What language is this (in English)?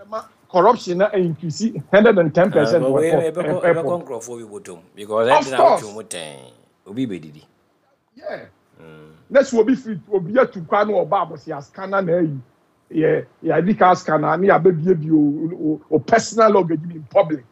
Akan